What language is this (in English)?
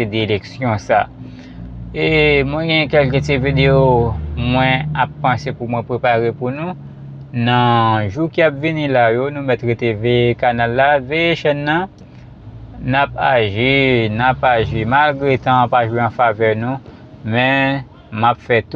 Haitian Creole